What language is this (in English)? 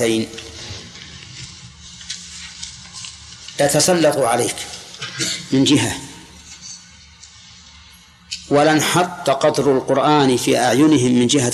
Arabic